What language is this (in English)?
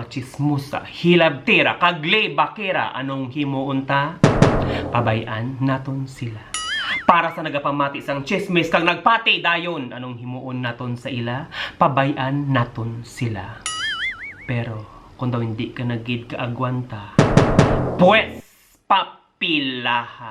Hiligaynon